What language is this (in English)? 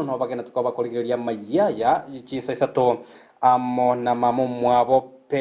Gusii